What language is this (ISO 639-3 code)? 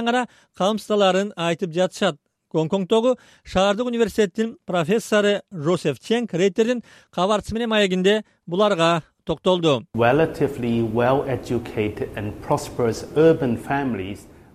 kir